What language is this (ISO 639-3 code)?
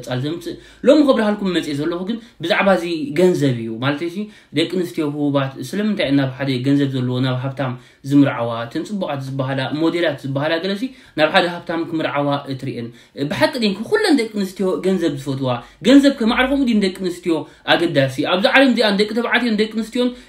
tir